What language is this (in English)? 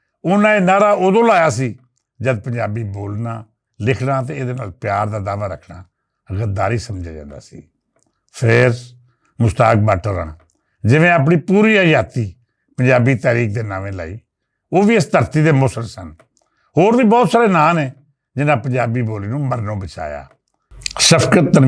Western Panjabi